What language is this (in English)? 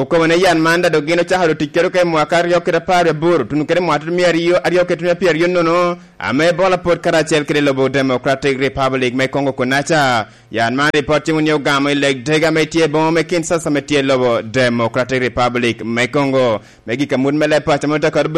Lango (Uganda)